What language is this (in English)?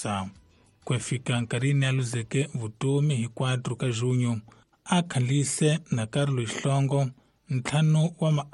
Tsonga